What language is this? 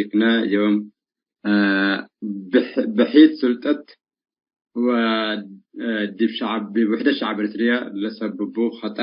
Tigre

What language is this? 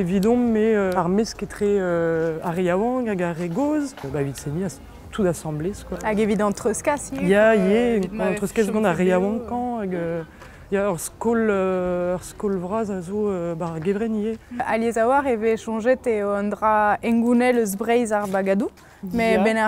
Breton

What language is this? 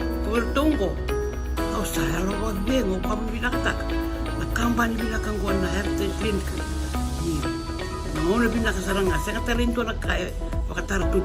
Fijian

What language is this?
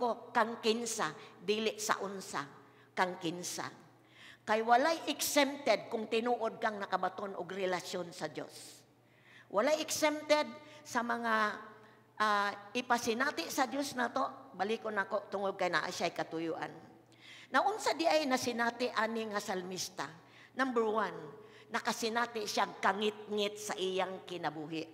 Cebuano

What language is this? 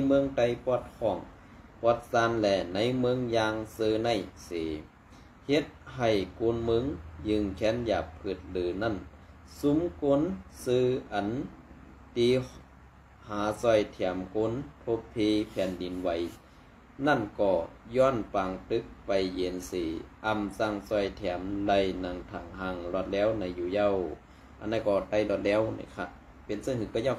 Shan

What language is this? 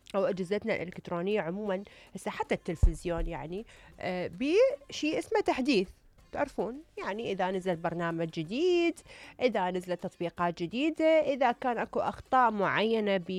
Mesopotamian Arabic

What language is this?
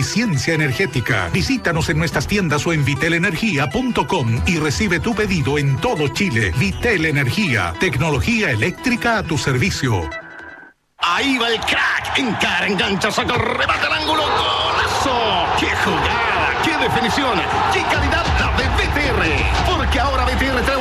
Spanish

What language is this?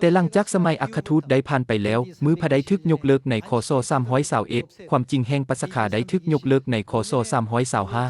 Lao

